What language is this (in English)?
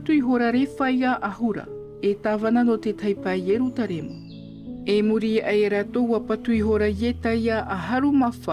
Tahitian